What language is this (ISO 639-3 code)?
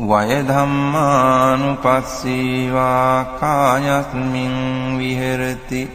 pli